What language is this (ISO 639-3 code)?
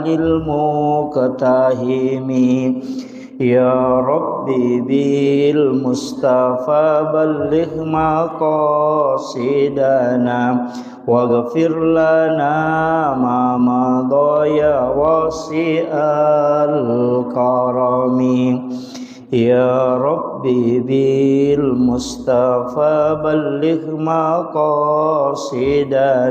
bug